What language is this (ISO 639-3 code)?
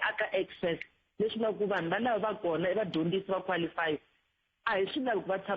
tso